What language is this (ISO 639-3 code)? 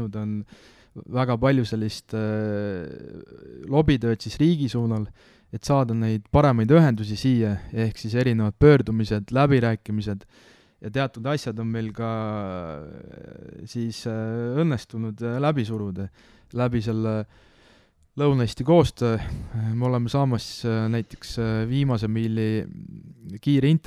est